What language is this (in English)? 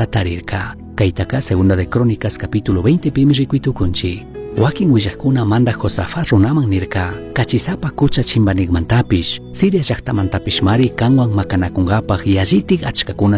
Chimborazo Highland Quichua